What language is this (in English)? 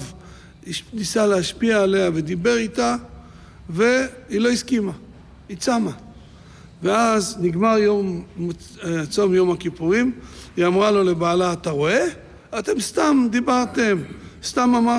Hebrew